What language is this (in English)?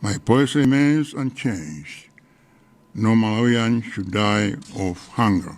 English